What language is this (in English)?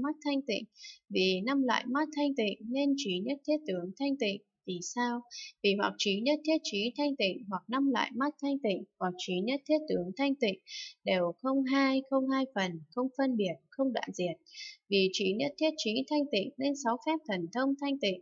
Vietnamese